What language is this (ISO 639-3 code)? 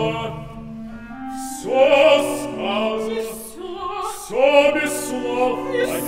rus